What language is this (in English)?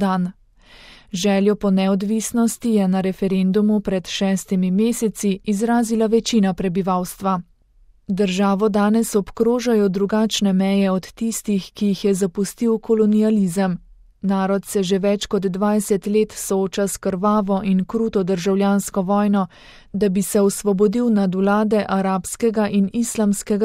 Slovenian